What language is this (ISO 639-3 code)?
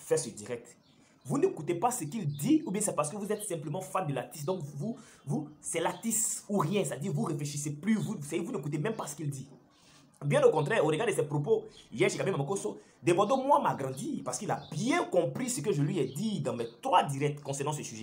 fra